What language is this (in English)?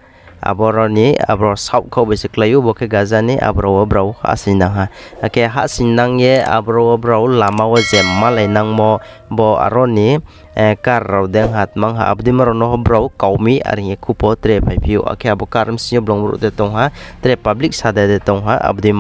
Riang (India)